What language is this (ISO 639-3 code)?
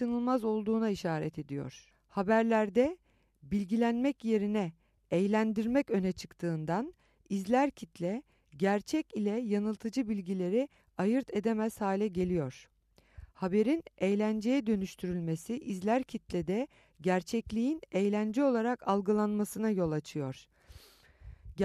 tur